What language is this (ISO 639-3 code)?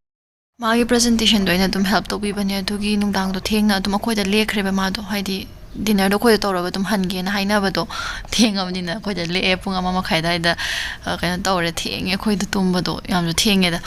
mni